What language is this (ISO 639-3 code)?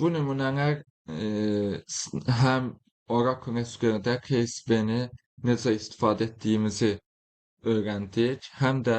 aze